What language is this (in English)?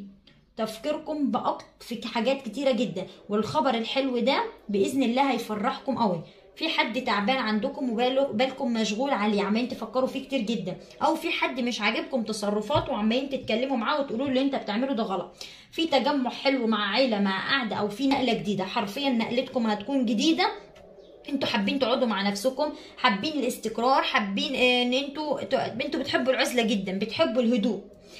Egyptian Arabic